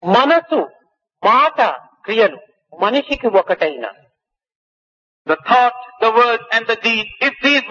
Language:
Telugu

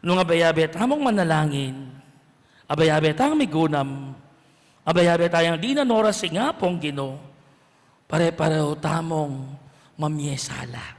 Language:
Pampanga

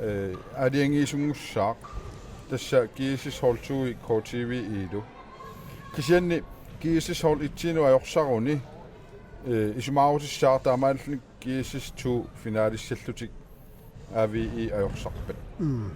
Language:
Kalaallisut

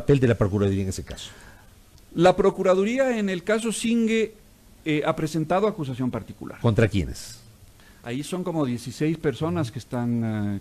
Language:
Spanish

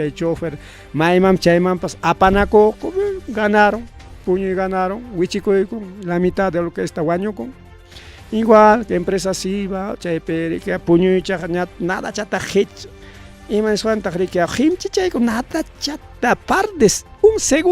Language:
Ayacucho Quechua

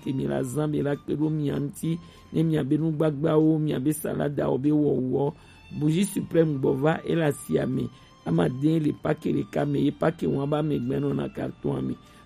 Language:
Gen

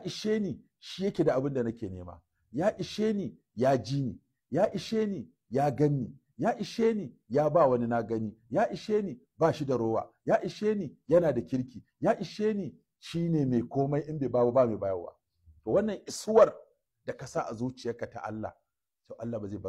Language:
Hausa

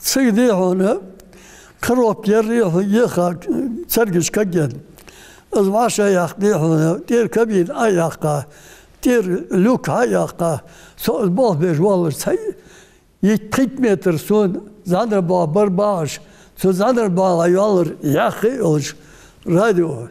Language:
Ingush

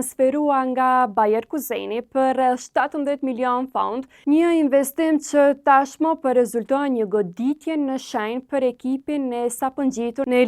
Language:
Albanian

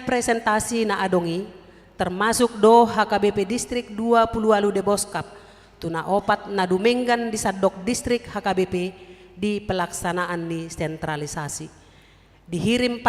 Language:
Batak Toba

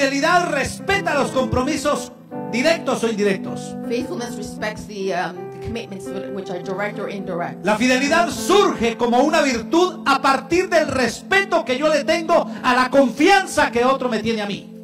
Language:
Spanish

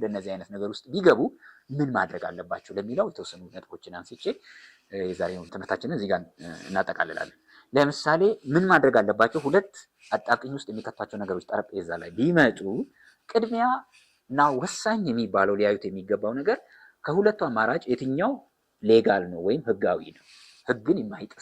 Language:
Amharic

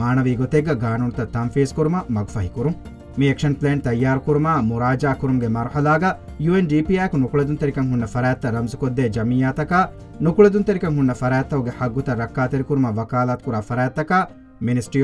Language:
Divehi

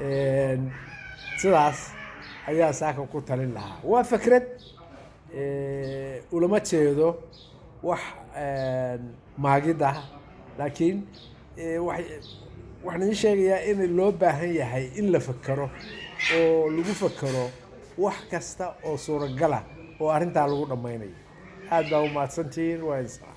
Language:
Somali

